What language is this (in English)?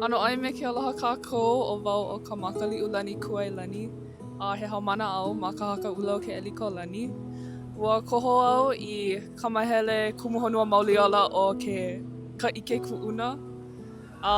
Hawaiian